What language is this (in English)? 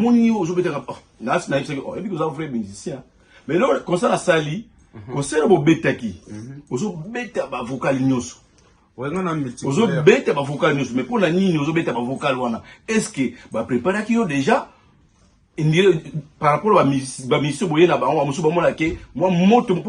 Lingala